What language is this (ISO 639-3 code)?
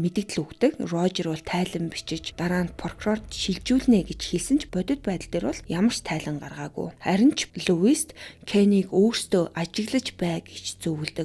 mon